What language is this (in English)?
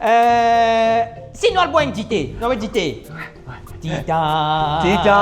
Morisyen